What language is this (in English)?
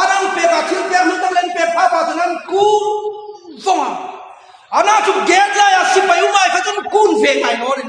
Hmar